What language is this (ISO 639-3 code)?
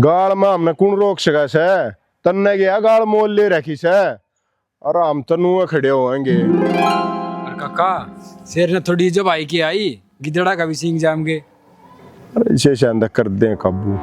bgc